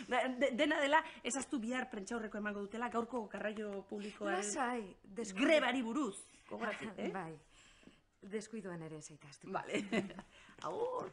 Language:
Basque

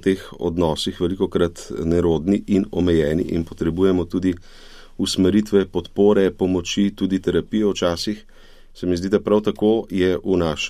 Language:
Slovenian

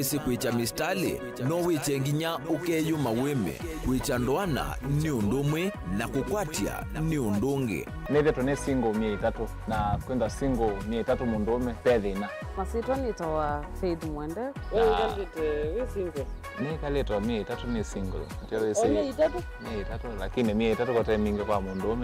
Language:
Kamba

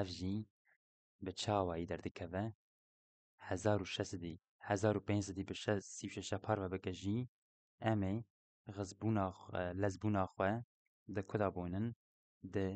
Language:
Kurdish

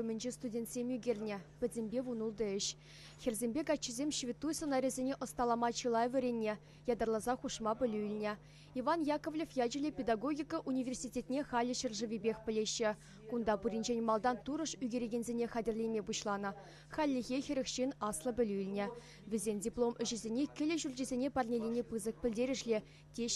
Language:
Chuvash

